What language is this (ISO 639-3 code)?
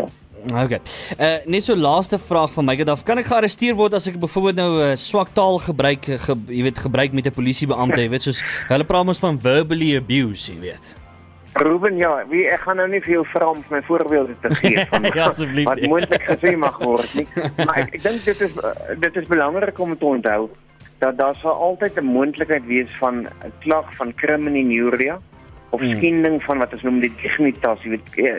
afr